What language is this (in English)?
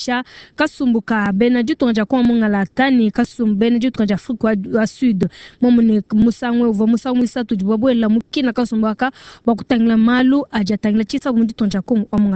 Luba-Lulua